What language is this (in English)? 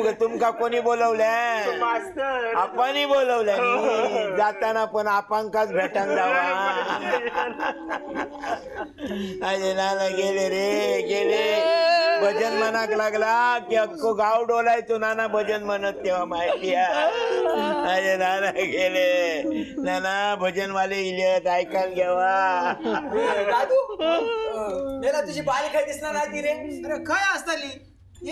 Marathi